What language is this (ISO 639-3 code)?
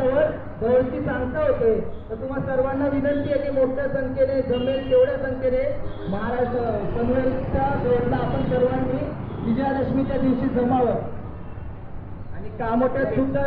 mar